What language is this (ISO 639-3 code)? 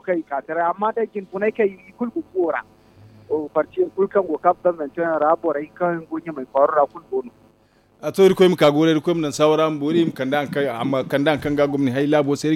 dje